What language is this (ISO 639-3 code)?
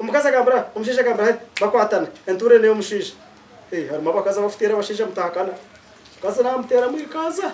nyn